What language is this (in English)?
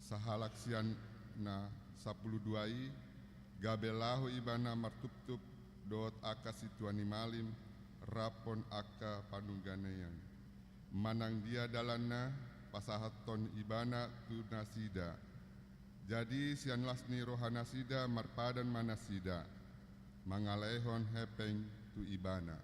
Batak Toba